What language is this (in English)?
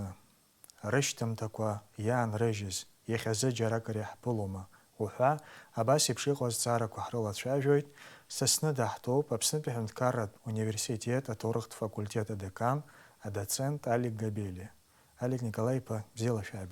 Abkhazian